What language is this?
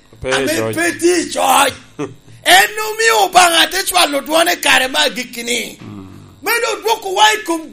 Lango (Uganda)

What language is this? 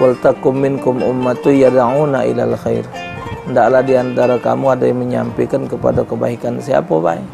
Musi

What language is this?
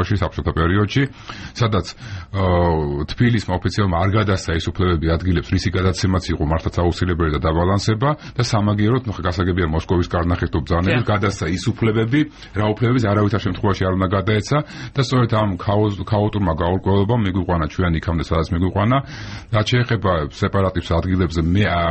Georgian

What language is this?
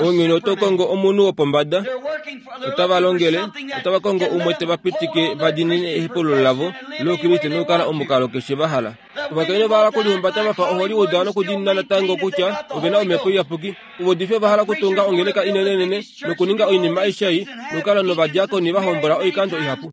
Kuanyama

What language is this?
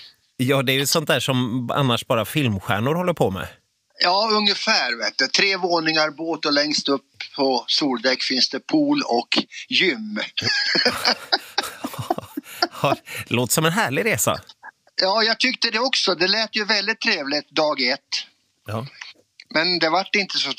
Swedish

